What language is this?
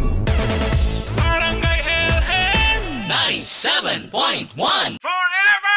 Filipino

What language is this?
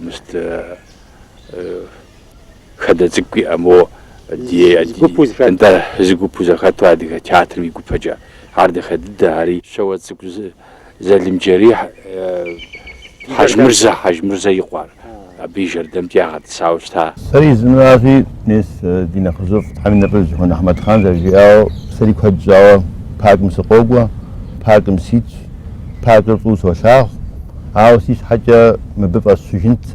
Kabardian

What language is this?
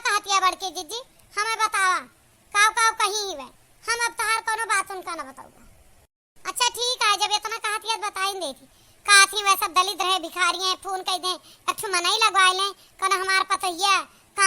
Awadhi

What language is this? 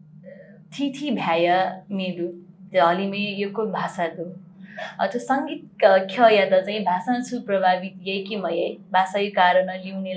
Newari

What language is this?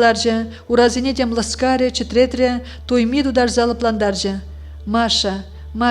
Chuvash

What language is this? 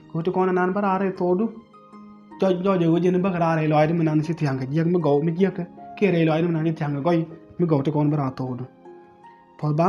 Nuer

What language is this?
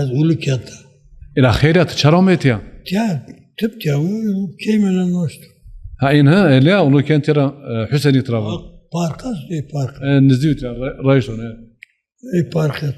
Zaza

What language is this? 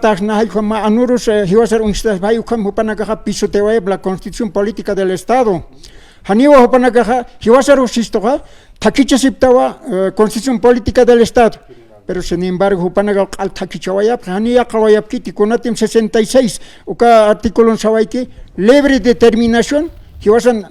Aymara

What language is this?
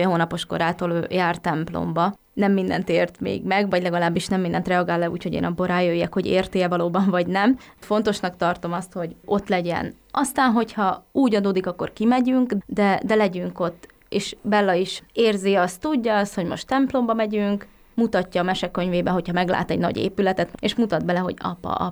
Hungarian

